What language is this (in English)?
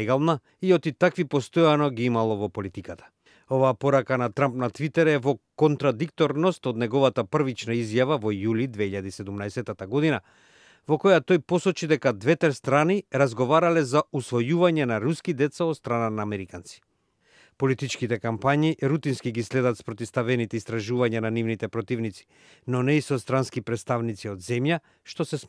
Macedonian